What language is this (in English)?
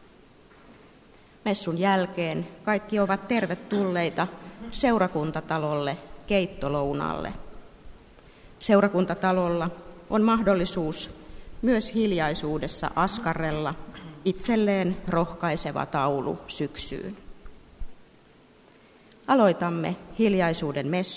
Finnish